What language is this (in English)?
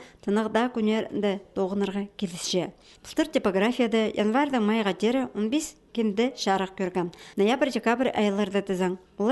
Khakas